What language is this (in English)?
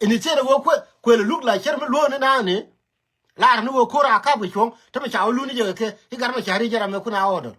Nuer